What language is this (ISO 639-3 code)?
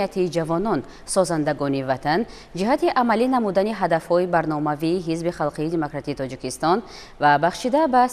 tgk